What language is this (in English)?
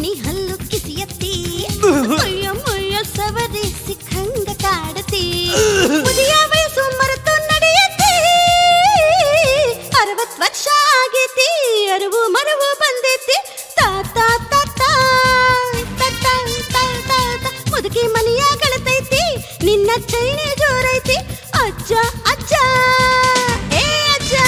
Kannada